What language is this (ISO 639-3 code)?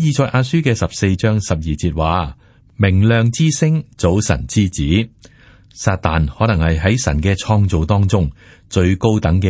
yue